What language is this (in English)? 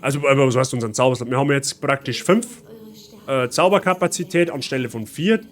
Bavarian